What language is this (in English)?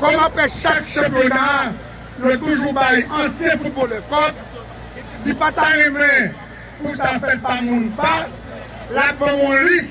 Haitian Creole